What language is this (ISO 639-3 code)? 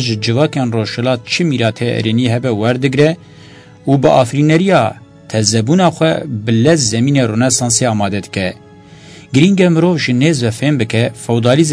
kur